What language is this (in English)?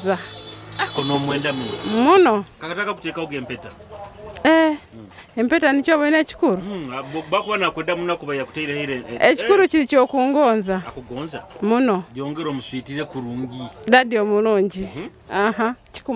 Nyoro